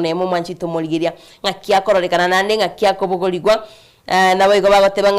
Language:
Gusii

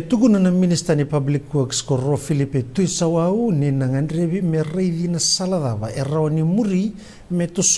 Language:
Fijian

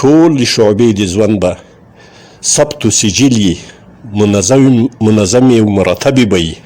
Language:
Pashto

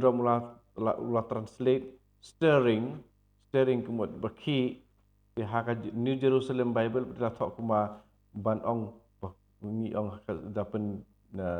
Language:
Khasi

